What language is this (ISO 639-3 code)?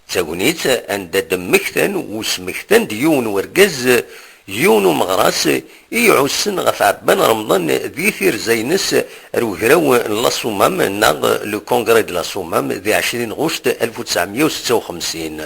kab